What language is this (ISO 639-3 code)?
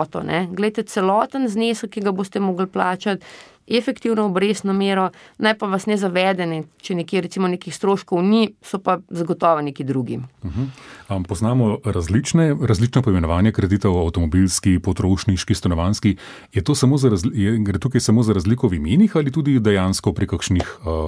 slv